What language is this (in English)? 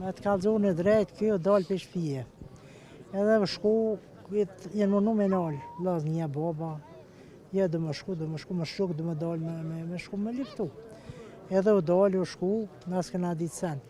Albanian